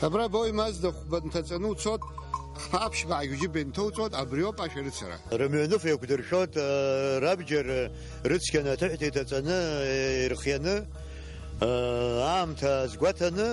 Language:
Abkhazian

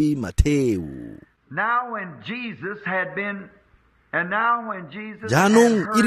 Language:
Tswana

